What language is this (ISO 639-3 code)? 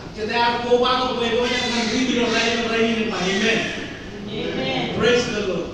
mah